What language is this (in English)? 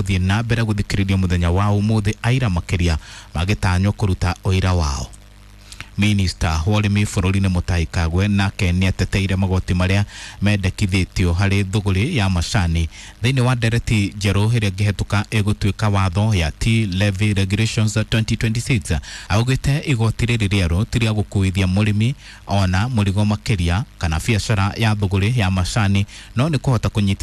Kikuyu